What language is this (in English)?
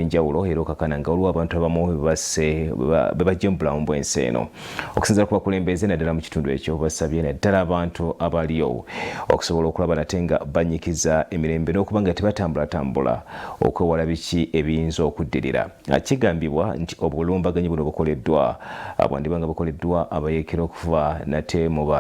Ganda